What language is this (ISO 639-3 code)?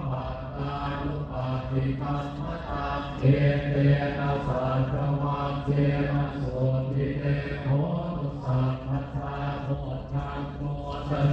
pli